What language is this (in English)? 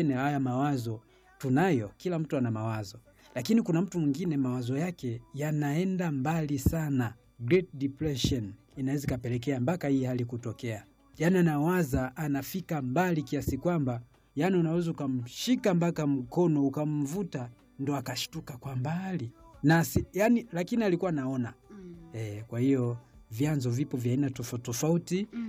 Swahili